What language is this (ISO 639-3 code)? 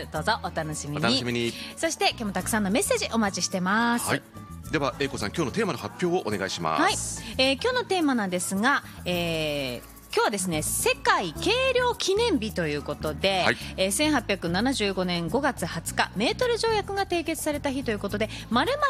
jpn